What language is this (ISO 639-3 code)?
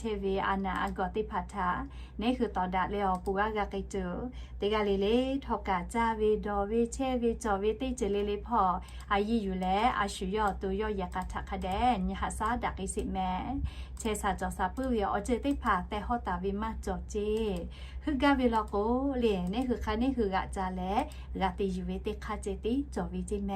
lhu